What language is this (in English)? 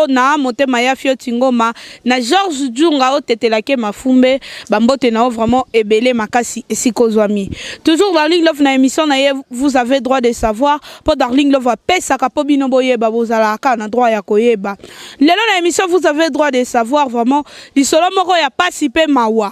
Lingala